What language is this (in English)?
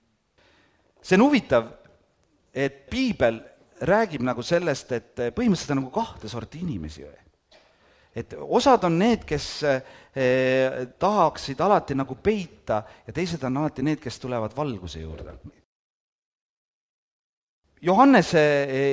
Estonian